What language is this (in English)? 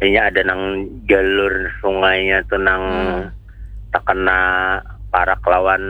Banjar